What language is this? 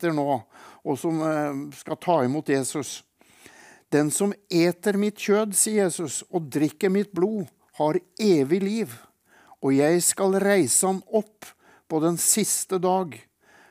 Norwegian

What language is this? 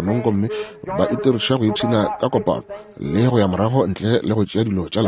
Northern Sotho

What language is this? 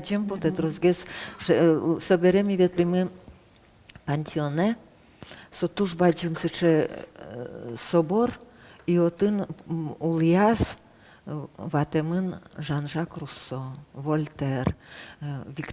Udmurt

